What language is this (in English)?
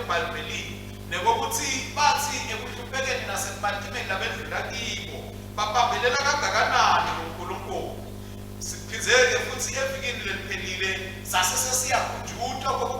Swati